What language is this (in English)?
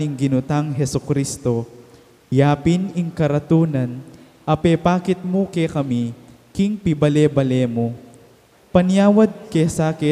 Pampanga